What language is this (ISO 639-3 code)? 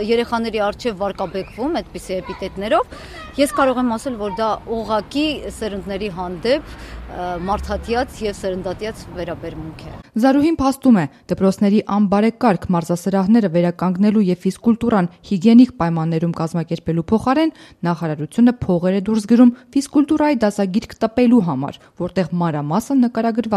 hye